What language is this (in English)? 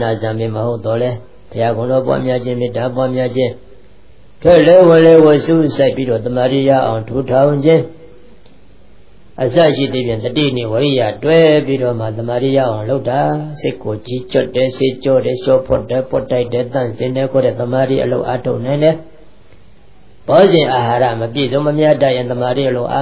Burmese